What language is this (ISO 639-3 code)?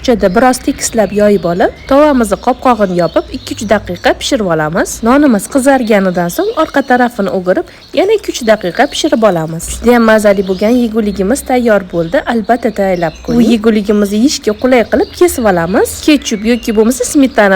uzb